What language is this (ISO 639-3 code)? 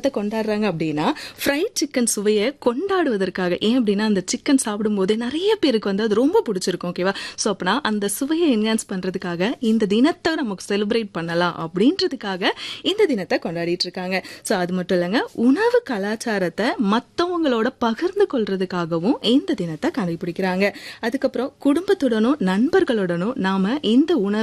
tam